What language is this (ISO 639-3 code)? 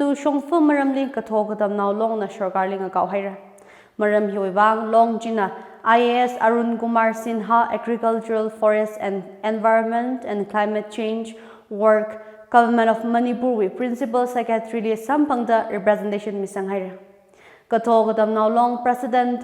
nmf